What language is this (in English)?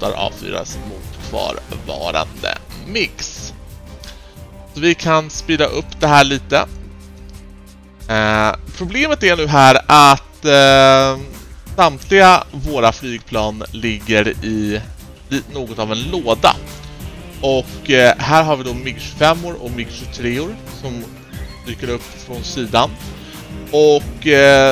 Swedish